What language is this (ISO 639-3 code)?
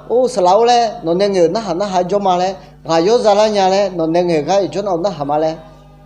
ahk